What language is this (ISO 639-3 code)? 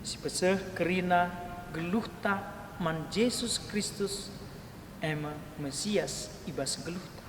btx